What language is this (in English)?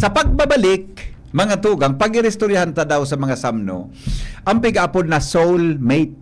Bikol